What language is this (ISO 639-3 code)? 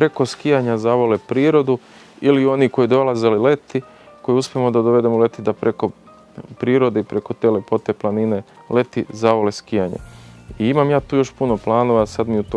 srp